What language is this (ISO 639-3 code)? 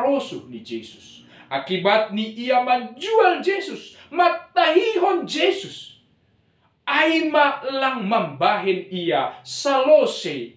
bts